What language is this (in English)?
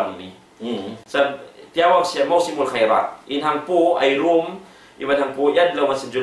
Tausug